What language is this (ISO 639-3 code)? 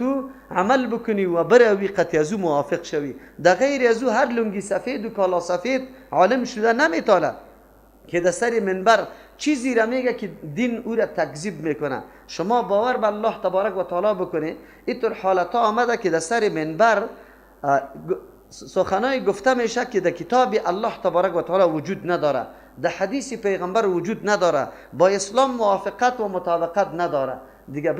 fas